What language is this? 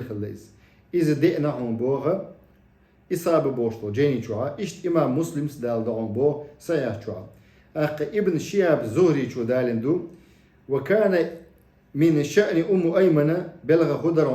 Chechen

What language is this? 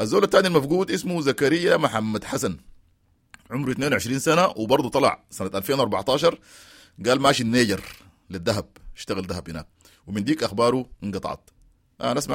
Sudanese Arabic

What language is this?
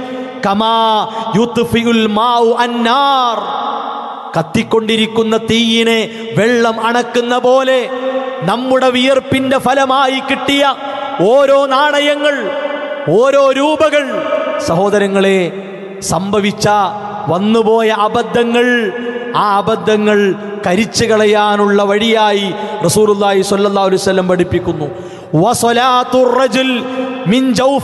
Malayalam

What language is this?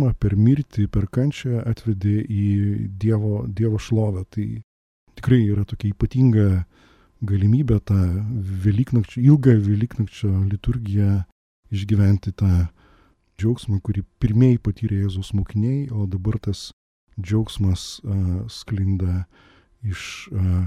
Lithuanian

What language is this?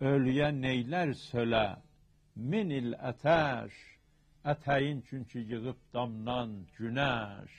South Azerbaijani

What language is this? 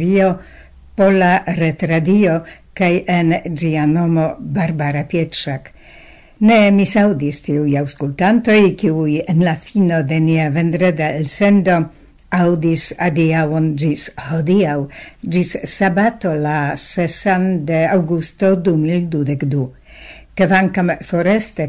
Esperanto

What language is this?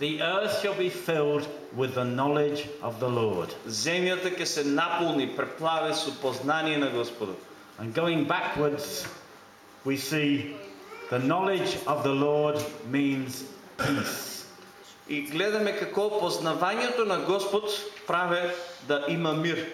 Macedonian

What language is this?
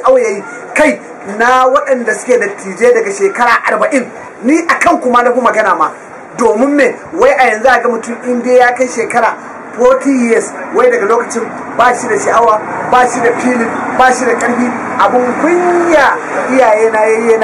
Hausa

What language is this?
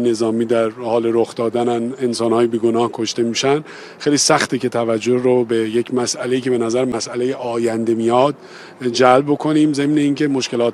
Persian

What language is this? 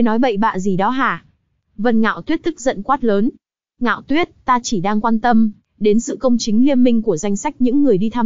Vietnamese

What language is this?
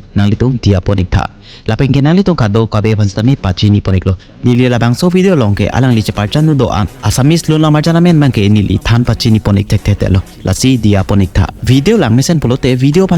Karbi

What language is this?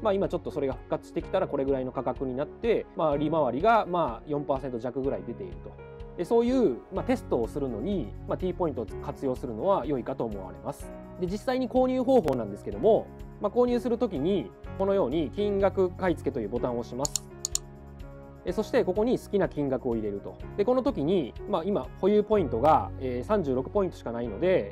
Japanese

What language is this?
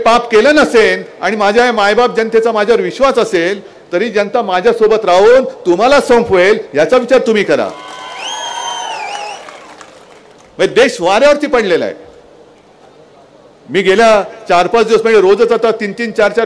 Marathi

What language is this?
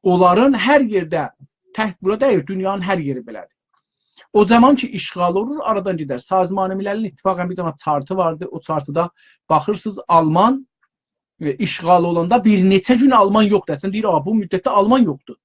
South Azerbaijani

